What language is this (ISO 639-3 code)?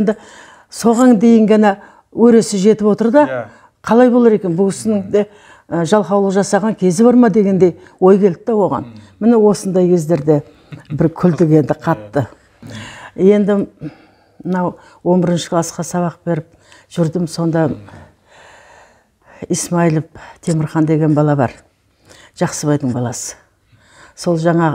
kaz